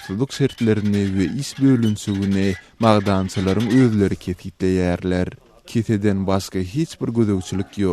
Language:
Turkmen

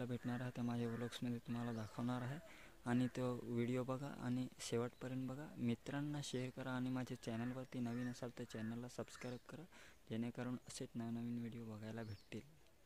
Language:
Marathi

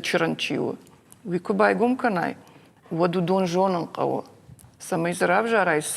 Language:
Ossetic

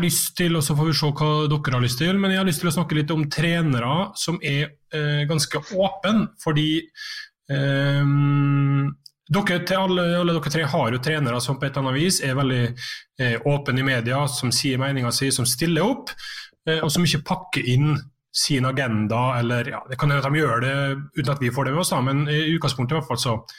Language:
Norwegian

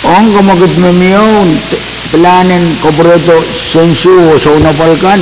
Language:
Pohnpeian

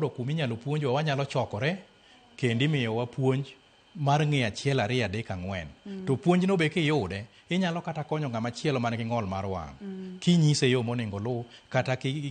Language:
Luo (Kenya and Tanzania)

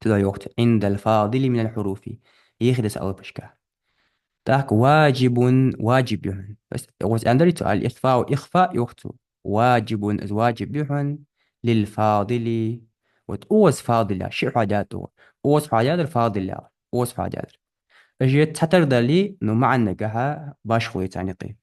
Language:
Ingush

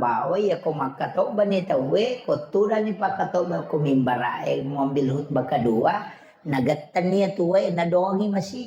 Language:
Buginese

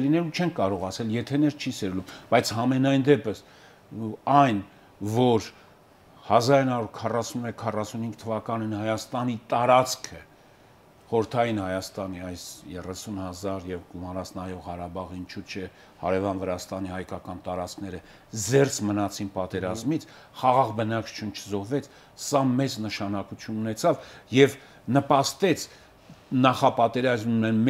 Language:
Armenian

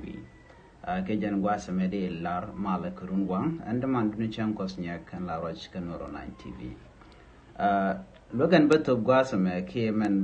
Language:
Nuer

